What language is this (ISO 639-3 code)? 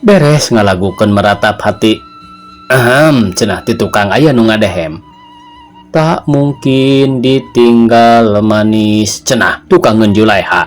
sun